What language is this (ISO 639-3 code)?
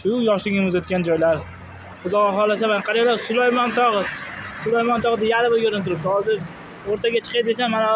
uzb